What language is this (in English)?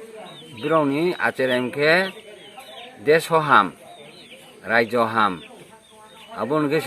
Riang (India)